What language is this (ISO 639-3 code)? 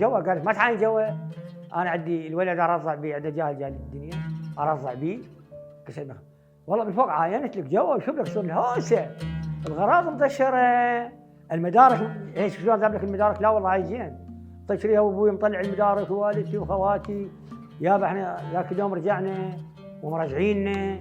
acm